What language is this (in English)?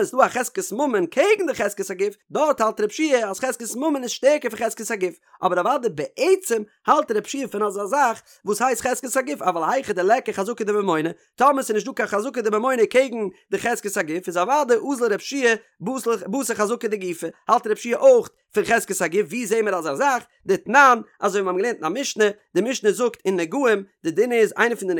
Yiddish